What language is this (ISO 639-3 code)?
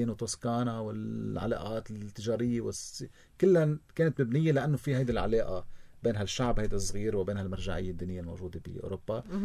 apc